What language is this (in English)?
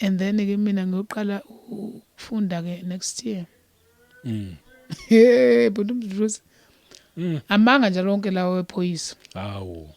Zulu